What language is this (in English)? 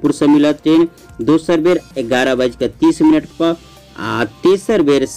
Maithili